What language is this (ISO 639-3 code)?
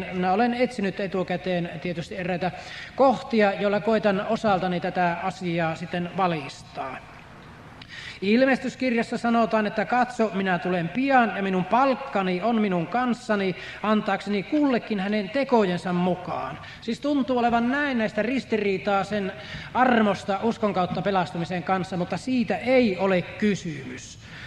fin